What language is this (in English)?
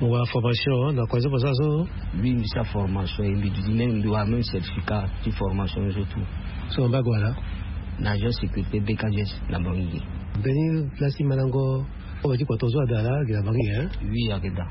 Sango